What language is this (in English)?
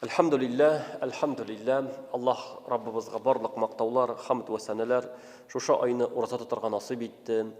Tatar